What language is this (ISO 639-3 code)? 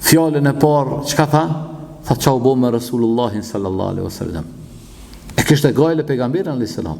sqi